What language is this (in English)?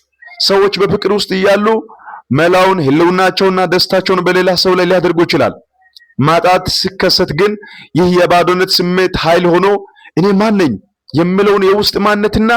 Amharic